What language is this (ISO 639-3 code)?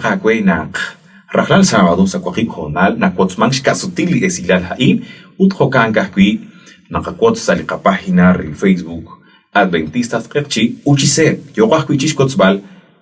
kek